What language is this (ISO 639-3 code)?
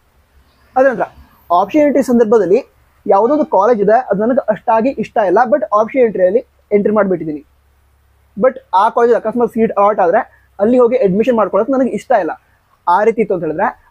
kan